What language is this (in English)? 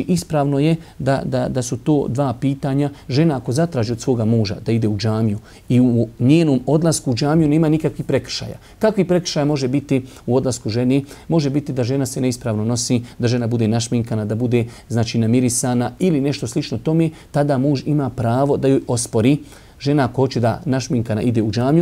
Bosnian